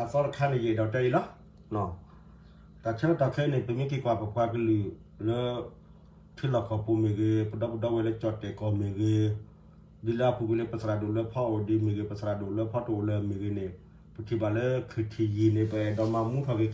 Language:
S'gaw Karen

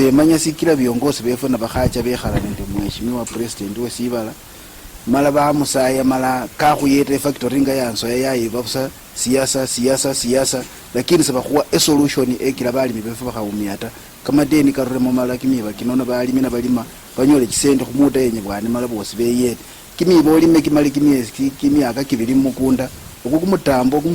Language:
Luyia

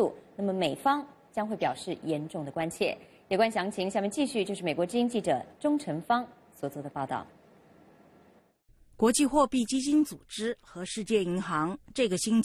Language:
Chinese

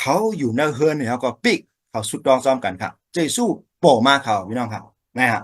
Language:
Shan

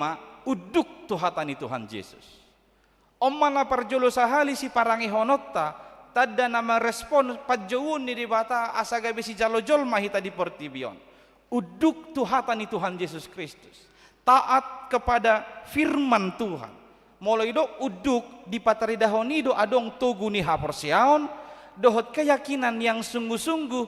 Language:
Batak Toba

